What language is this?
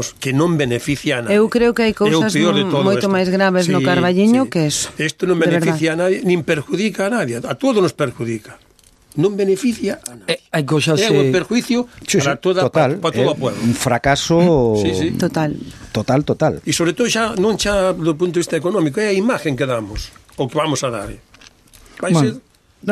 Galician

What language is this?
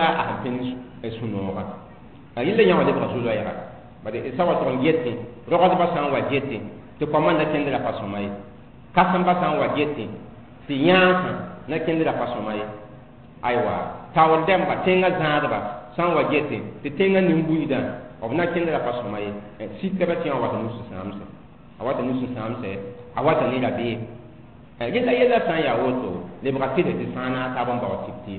Mossi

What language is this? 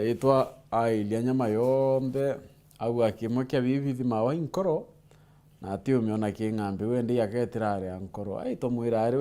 Meru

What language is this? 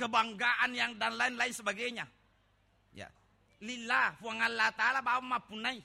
Buginese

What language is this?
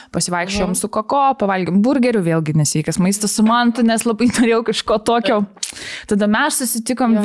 Lithuanian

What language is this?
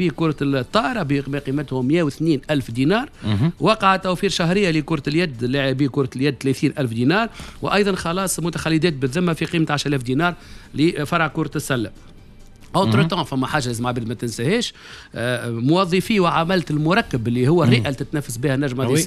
Tunisian Arabic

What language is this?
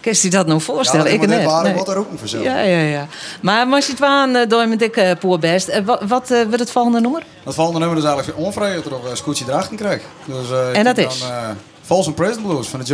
Western Frisian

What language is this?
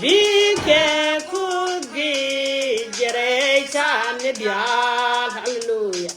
Nuer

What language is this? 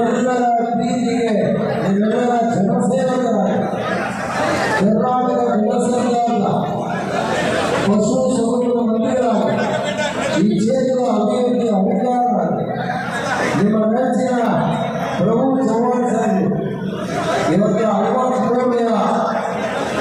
Kannada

